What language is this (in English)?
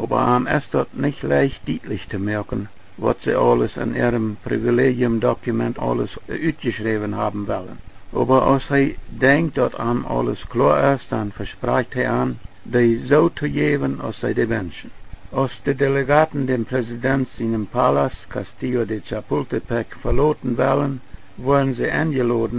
Plautdietsch